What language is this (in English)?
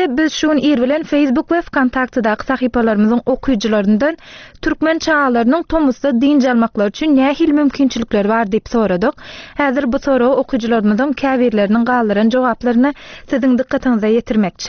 Turkmen